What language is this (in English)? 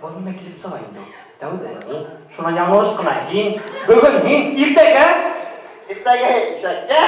Bashkir